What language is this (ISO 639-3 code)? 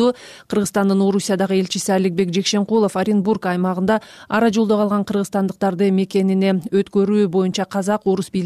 kir